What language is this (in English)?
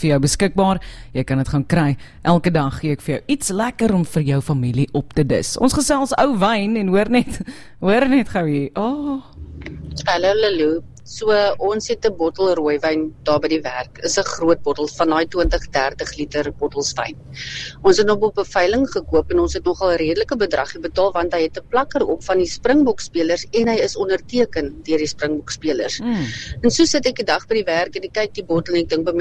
Afrikaans